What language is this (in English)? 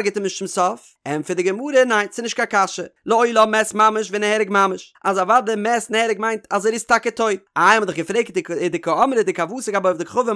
Yiddish